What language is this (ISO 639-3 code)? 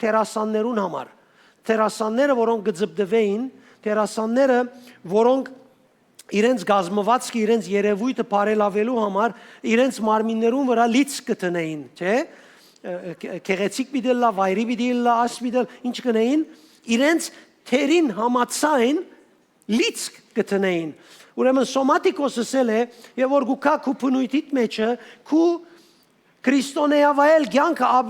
hyw